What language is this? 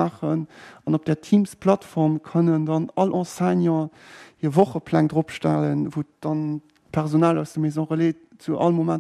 Luxembourgish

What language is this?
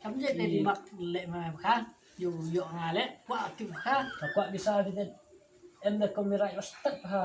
Khasi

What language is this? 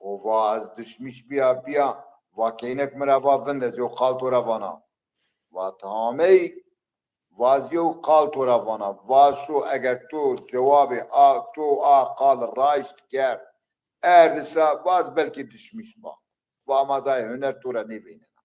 Zaza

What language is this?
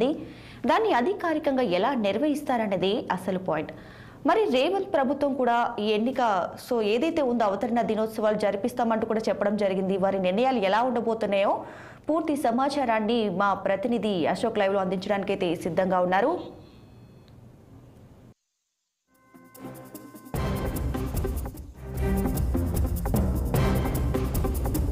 Telugu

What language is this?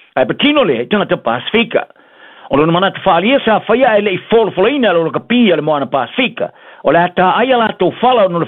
Samoan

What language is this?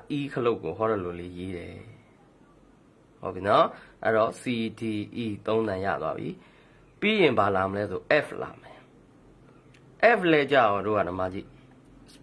Burmese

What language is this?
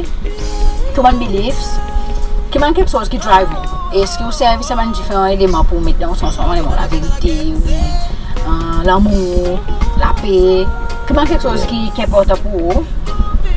Seselwa Creole French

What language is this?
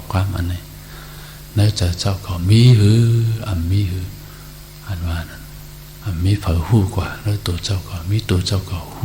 Shan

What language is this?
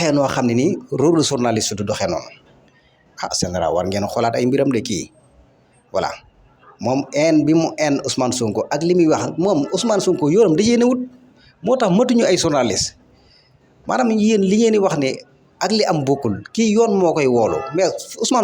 Wolof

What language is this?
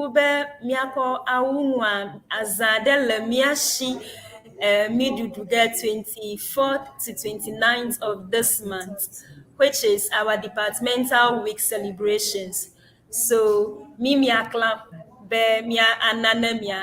Ewe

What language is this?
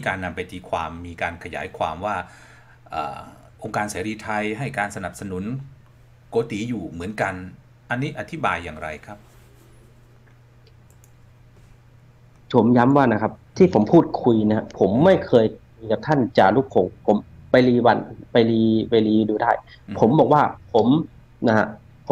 Thai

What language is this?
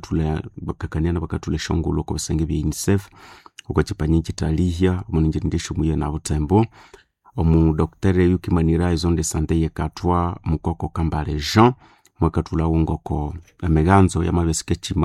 Nande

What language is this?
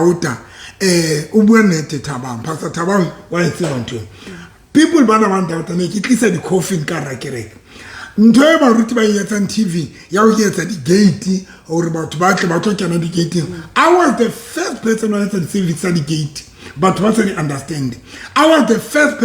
Southern Sotho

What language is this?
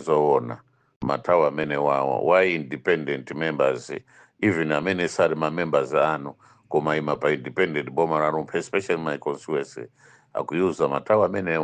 Nyanja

